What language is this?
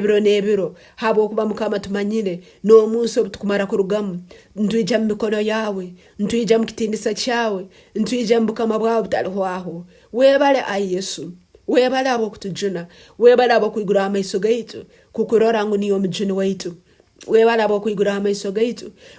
Tooro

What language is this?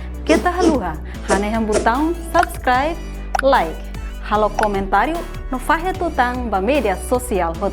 Tetum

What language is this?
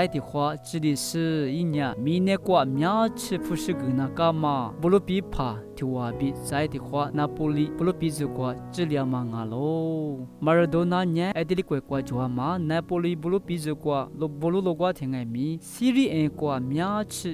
Lisu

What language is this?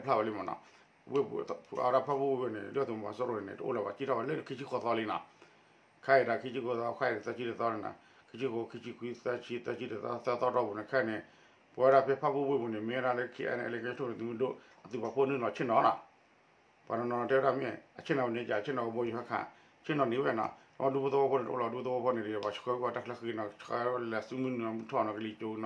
S'gaw Karen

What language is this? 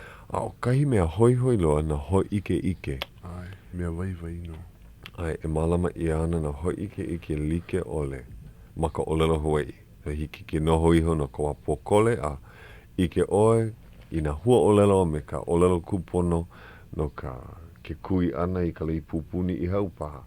Hawaiian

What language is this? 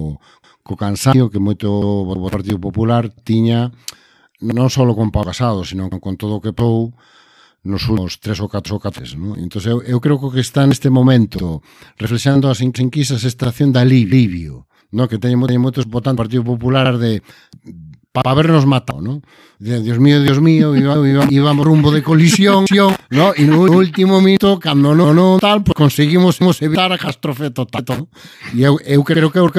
Galician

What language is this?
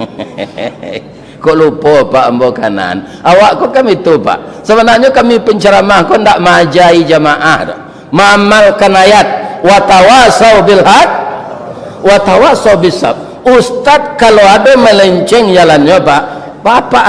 Minangkabau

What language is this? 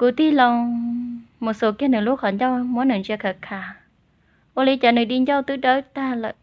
Hmong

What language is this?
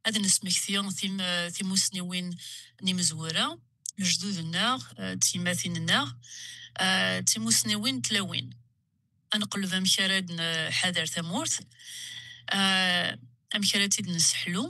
Kabyle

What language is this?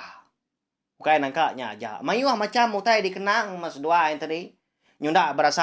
Iban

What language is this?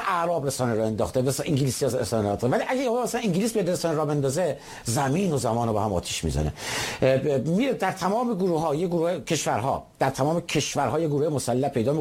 Persian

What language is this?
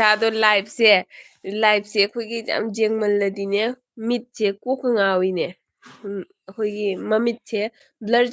Manipuri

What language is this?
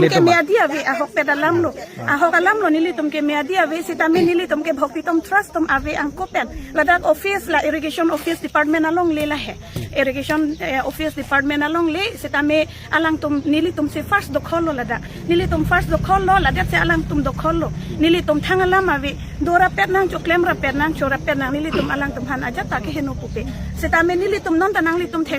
Karbi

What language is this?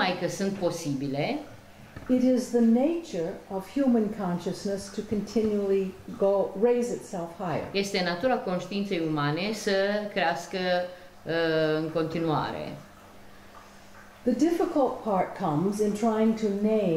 Romanian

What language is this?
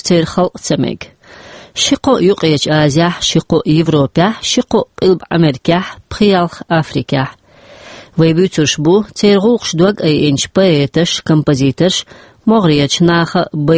Chechen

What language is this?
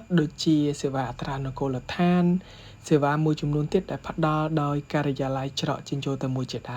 Khmer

